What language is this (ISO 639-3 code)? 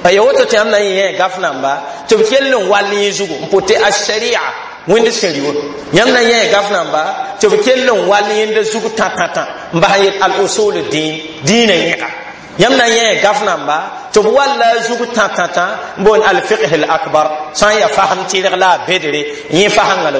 mos